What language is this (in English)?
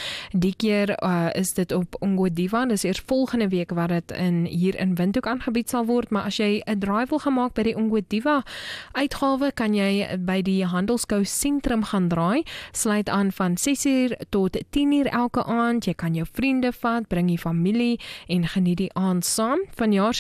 Afrikaans